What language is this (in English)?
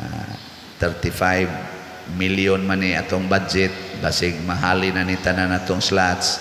Cebuano